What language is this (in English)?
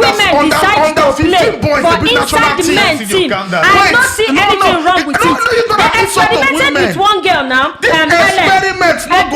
Nigerian Pidgin